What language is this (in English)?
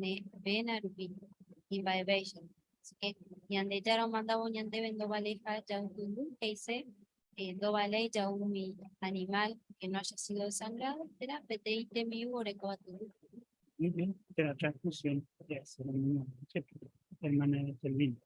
Guarani